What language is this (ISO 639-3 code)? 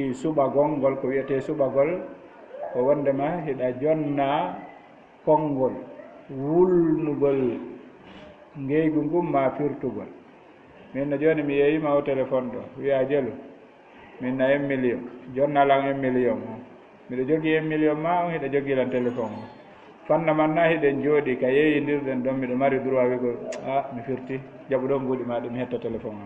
ful